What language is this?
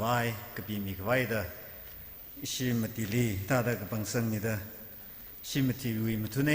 Tangkhul Naga (India)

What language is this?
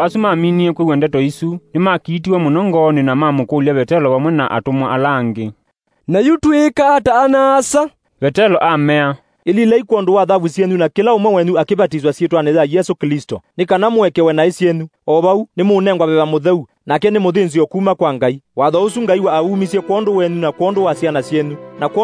Kamba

